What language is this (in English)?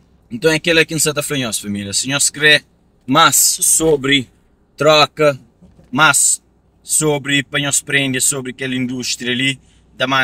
Kabuverdianu